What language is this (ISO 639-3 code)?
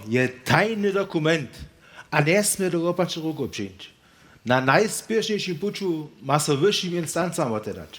hsb